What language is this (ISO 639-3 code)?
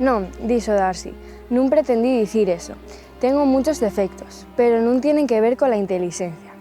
ast